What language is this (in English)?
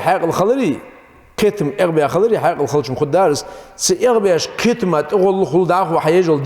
Ingush